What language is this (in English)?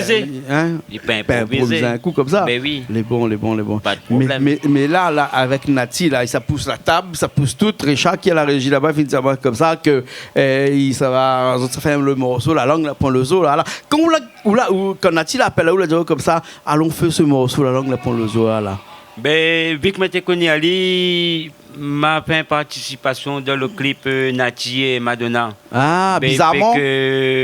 Réunion Creole French